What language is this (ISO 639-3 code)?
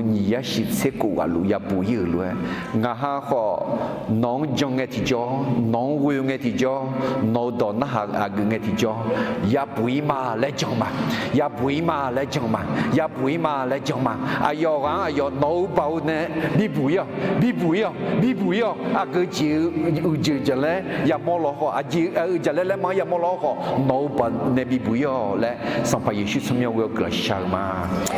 ahk